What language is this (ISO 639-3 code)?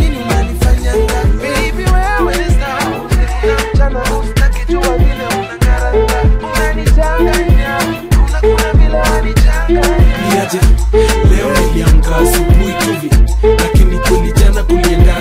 swa